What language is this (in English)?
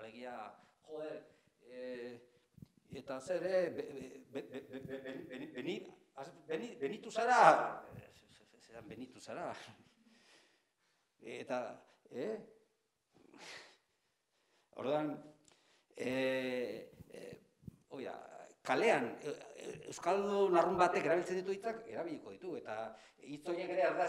Basque